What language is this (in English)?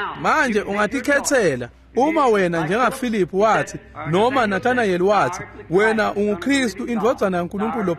Swati